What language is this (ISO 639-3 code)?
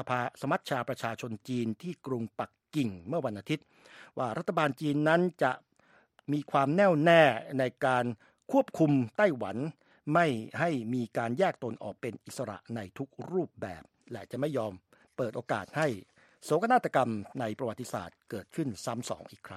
tha